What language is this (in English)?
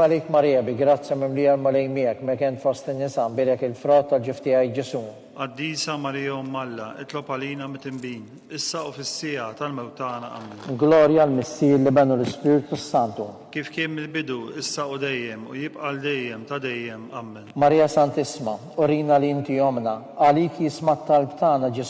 Maltese